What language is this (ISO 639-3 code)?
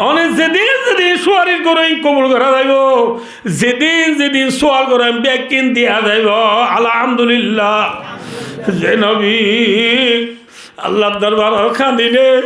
rhg